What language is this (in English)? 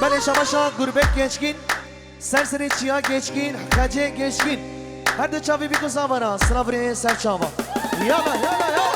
Kurdish